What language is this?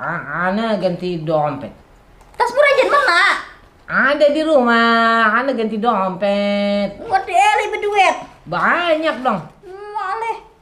Banjar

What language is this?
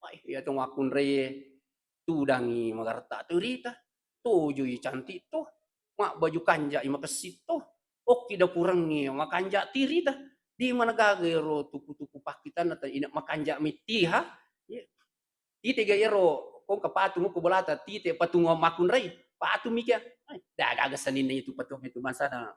Buginese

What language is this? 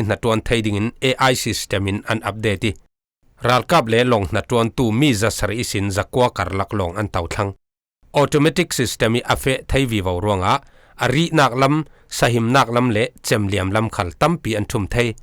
Falam Chin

